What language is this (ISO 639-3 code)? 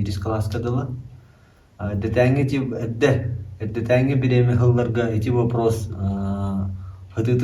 sah